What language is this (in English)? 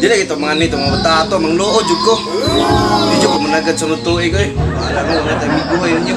Cebuano